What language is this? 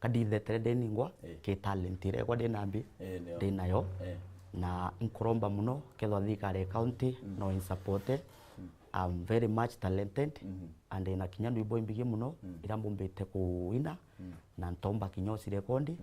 Meru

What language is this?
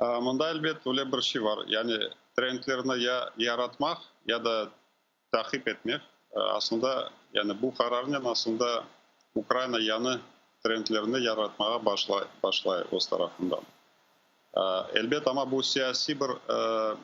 Crimean Tatar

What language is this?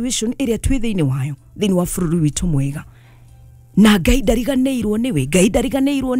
Kikuyu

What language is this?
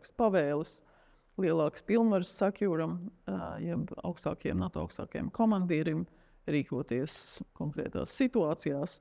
Latvian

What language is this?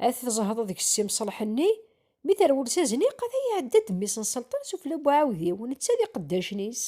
Kabyle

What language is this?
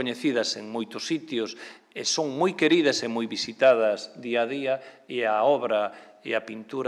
Galician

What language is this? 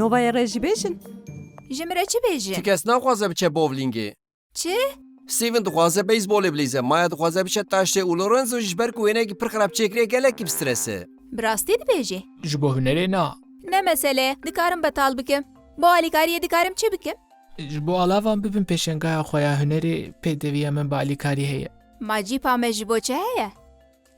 Kurdish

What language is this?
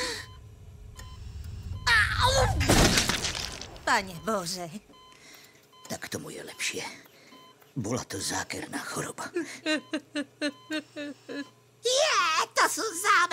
Slovak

